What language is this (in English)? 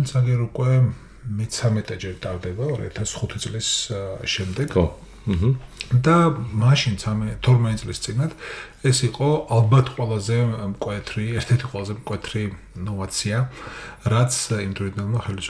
Georgian